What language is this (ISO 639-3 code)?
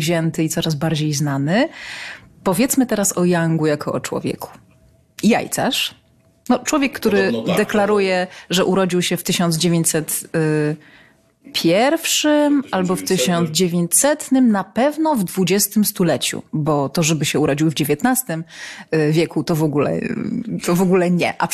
pol